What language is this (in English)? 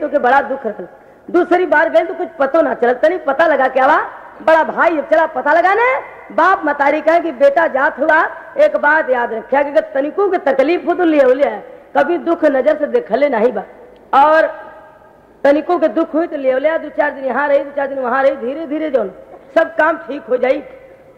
Bhojpuri